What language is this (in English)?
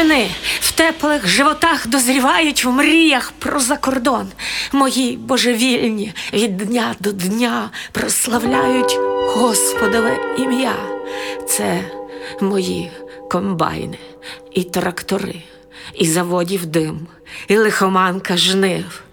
Ukrainian